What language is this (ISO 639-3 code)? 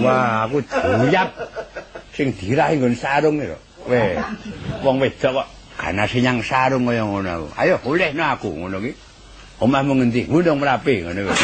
jav